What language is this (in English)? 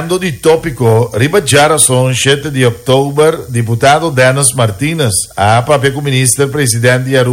Papiamento